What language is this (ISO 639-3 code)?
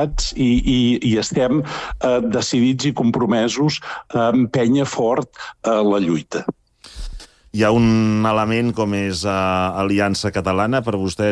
cat